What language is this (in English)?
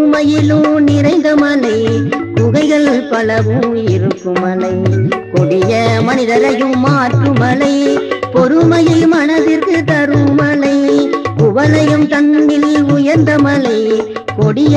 Tamil